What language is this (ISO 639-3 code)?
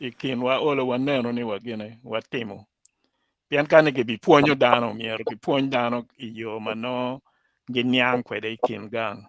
ach